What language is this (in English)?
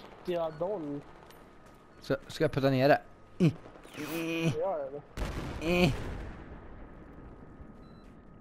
Swedish